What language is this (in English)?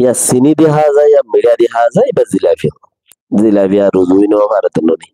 Rohingya